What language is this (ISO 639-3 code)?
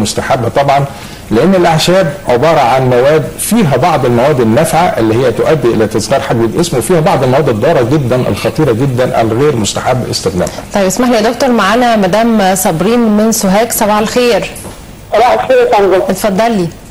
arz